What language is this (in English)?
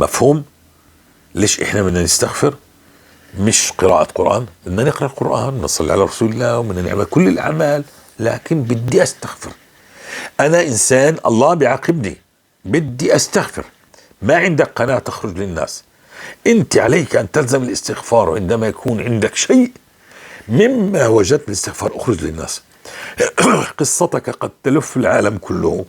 North Levantine Arabic